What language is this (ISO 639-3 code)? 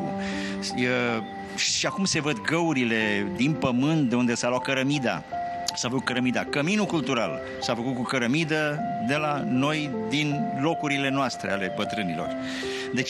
ron